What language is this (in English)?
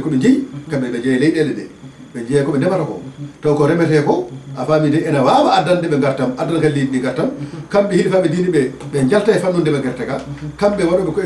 Fula